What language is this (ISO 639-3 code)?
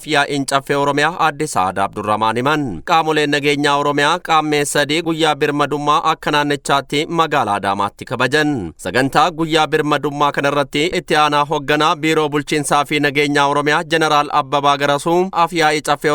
orm